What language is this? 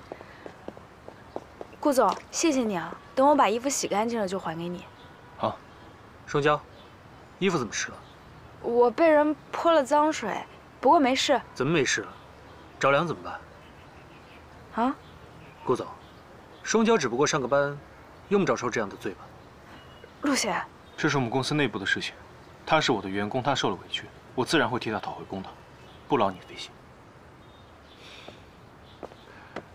Chinese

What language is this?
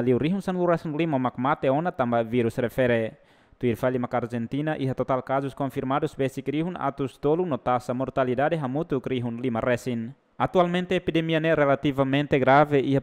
Tetum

